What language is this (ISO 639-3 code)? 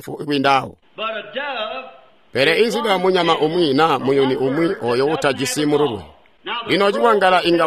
toi